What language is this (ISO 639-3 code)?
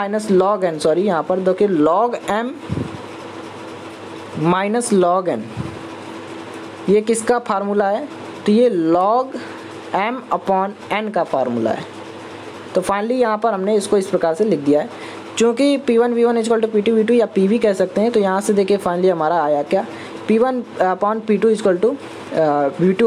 hin